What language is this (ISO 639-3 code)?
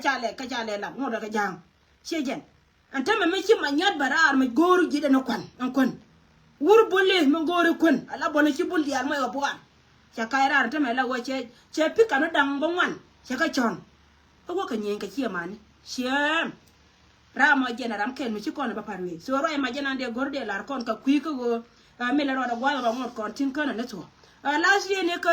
nus